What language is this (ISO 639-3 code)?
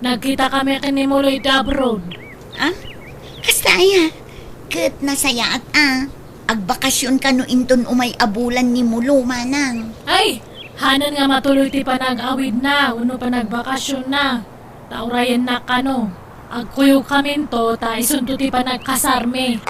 ilo